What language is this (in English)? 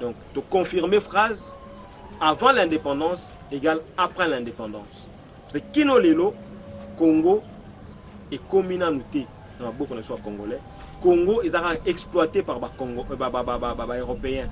Lingala